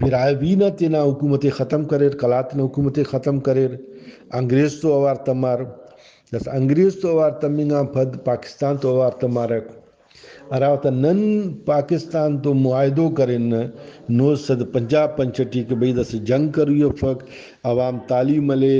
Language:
Brahui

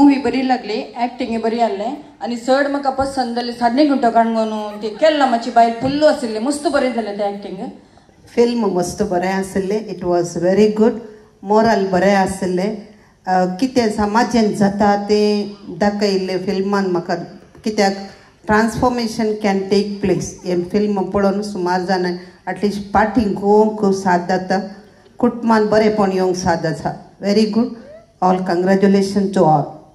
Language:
Konkani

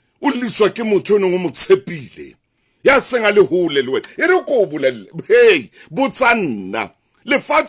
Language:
Southern Sotho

